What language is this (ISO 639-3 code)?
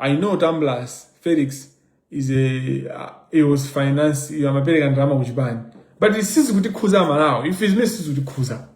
nya